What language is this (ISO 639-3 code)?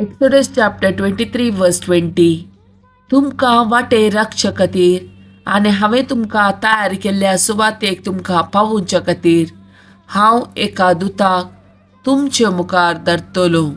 kok